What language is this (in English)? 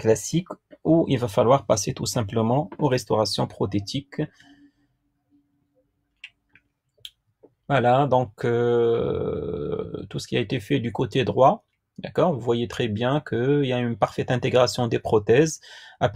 French